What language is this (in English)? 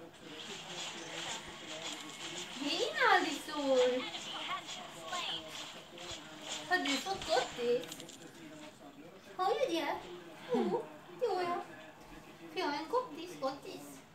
Swedish